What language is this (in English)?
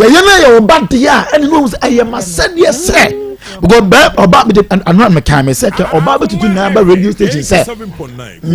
Akan